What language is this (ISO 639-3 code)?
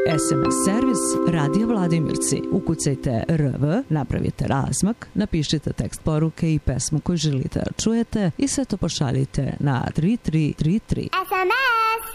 srp